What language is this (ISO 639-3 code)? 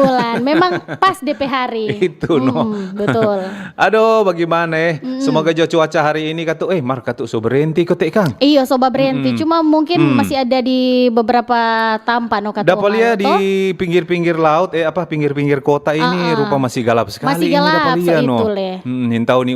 xmm